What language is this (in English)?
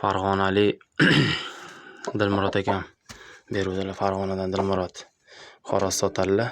Uzbek